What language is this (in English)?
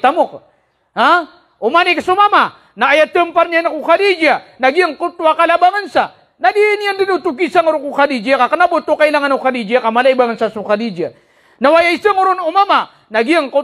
Maranao